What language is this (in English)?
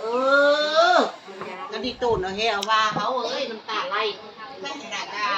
Northeastern Thai